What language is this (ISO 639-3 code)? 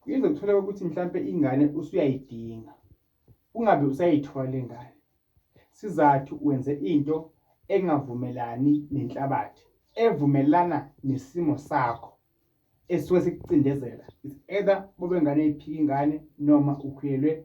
zul